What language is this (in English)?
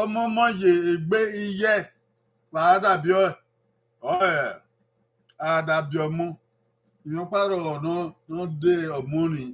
Bini